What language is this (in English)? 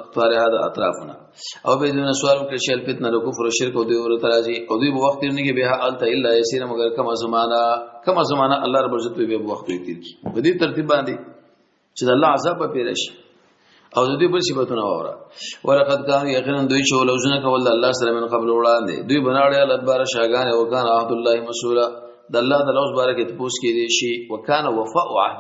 Pashto